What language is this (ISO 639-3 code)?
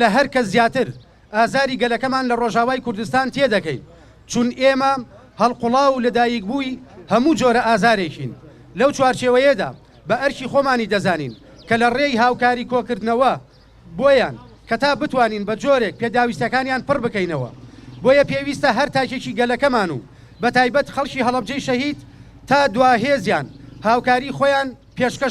ckb